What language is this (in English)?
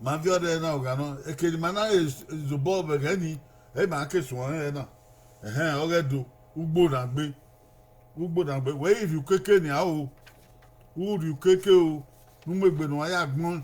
Bini